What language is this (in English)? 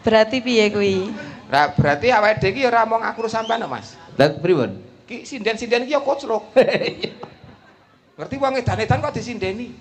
Javanese